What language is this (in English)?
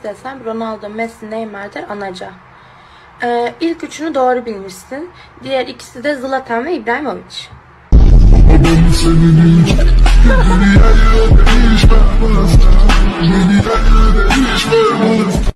Turkish